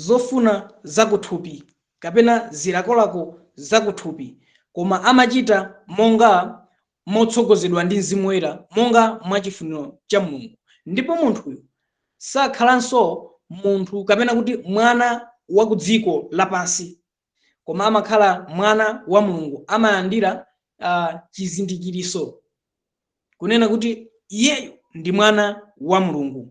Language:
Nyanja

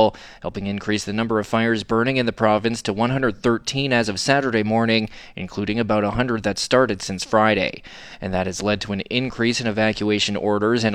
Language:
English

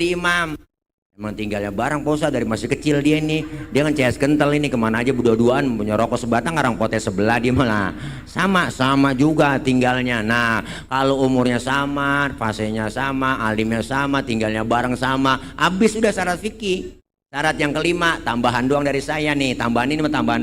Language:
Betawi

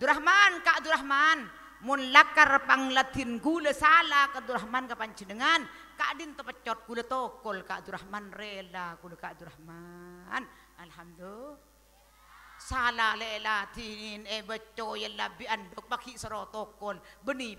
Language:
Madurese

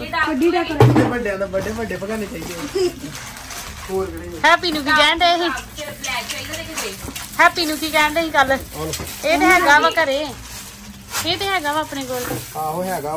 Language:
Punjabi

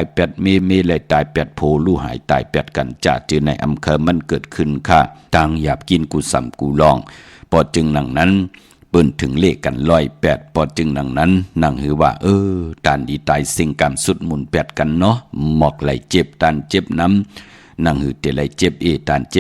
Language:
Shan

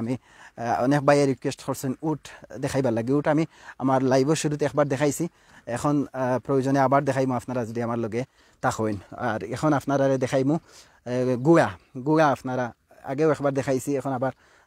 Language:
Sylheti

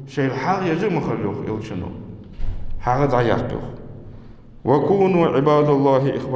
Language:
Ingush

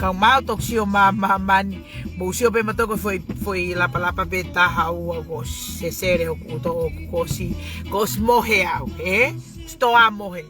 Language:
Tongan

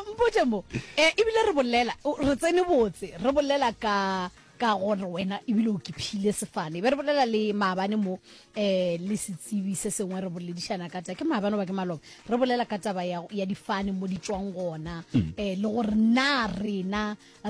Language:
Northern Sotho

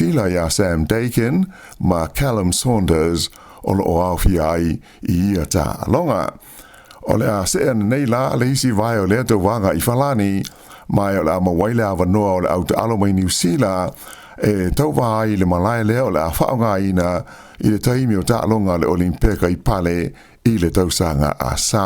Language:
Samoan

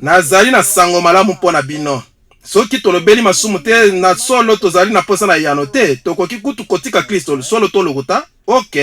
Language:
Lingala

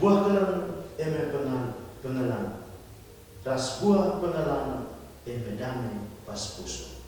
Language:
Batak Karo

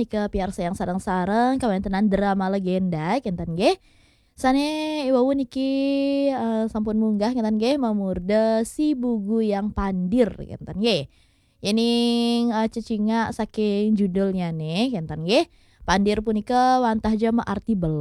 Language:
Balinese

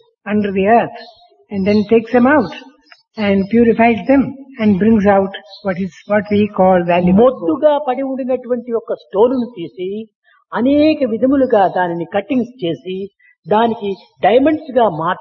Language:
Telugu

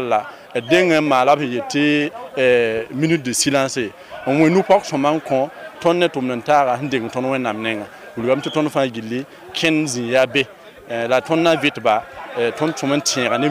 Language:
Mossi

